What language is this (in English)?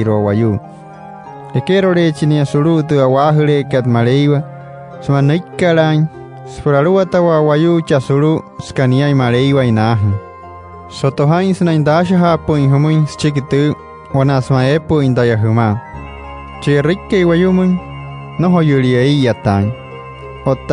Wayuu